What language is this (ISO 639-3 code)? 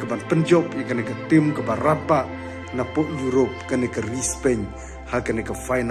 kha